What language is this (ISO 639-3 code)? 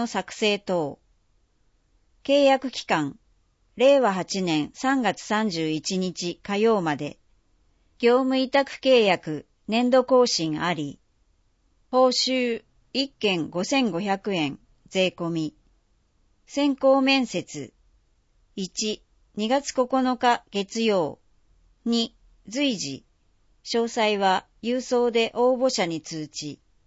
jpn